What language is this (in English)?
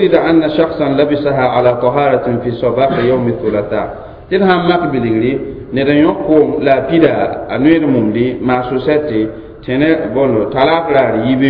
Mossi